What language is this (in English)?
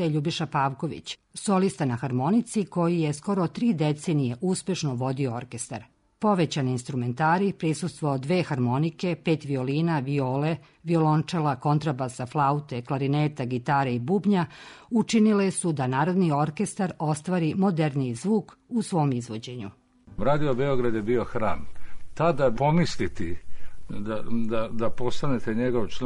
Serbian